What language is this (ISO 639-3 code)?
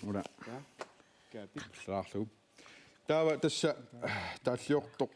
kal